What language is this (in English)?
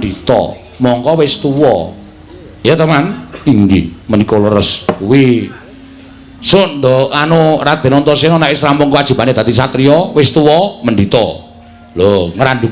Javanese